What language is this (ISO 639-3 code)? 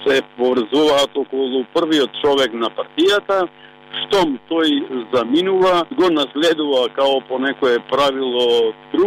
mkd